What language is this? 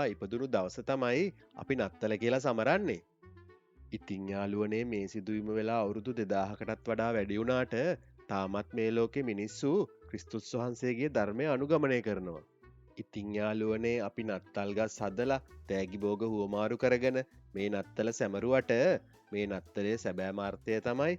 Sinhala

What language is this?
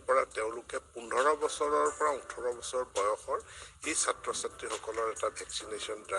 Assamese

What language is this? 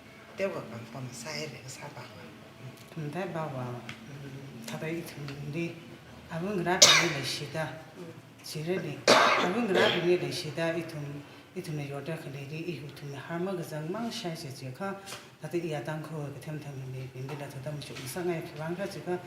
Tangkhul Naga (India)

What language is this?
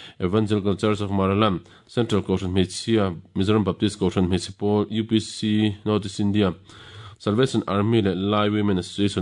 Mizo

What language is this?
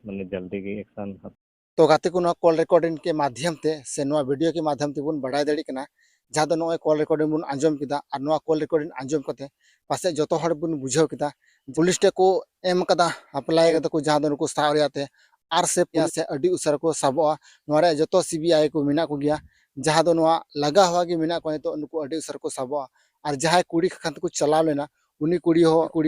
Santali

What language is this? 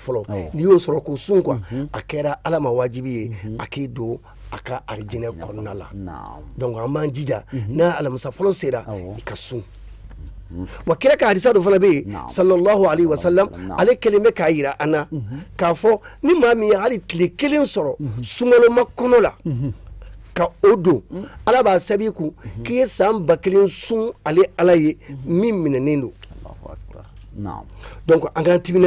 Bambara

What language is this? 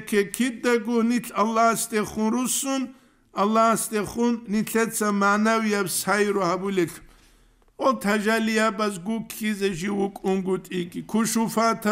Avaric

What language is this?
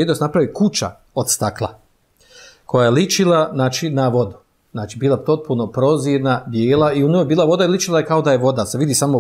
Bosnian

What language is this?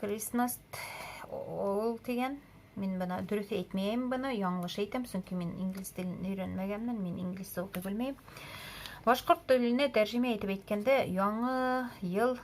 Bashkir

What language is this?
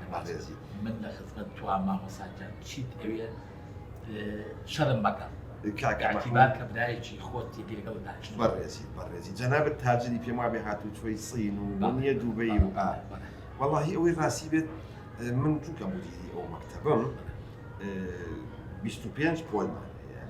Central Kurdish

